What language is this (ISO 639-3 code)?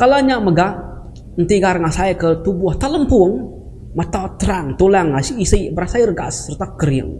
iba